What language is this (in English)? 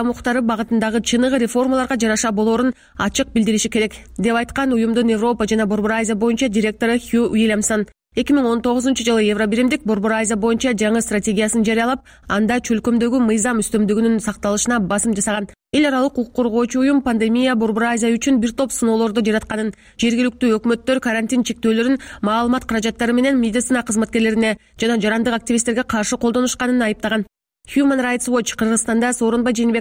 Kyrgyz